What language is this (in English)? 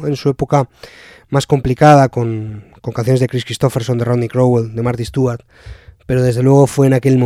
Spanish